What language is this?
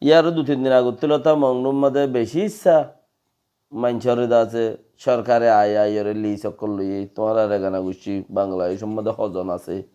Rohingya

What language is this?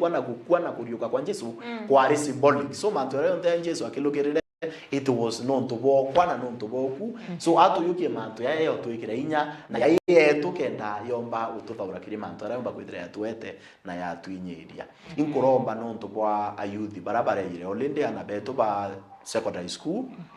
Meru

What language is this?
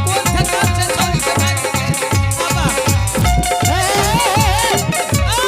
Angika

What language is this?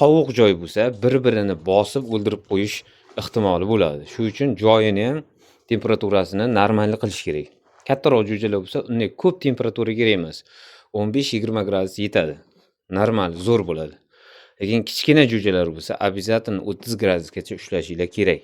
Uzbek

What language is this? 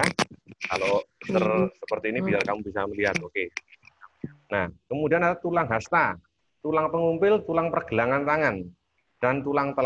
Indonesian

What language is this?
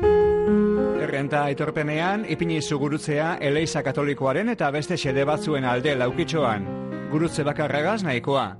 Basque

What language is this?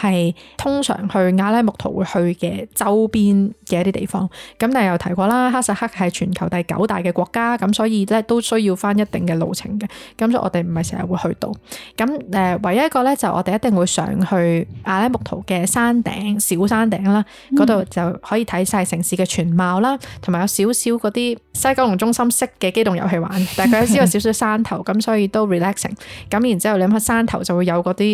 Cantonese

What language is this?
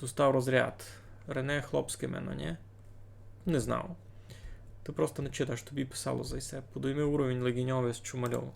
Rusyn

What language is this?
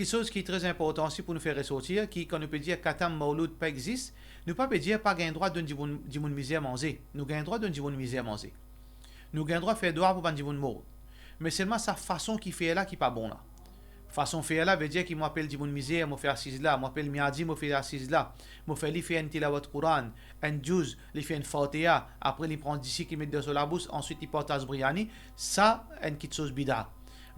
Morisyen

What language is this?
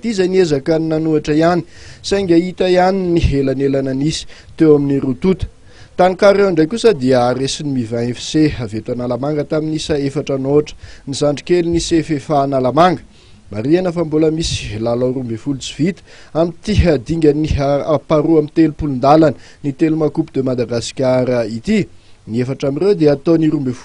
Malagasy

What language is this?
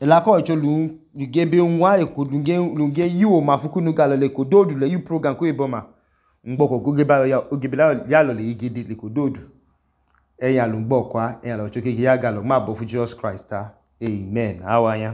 Idoma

